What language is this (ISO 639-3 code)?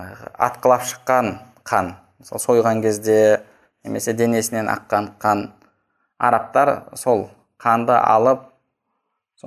kaz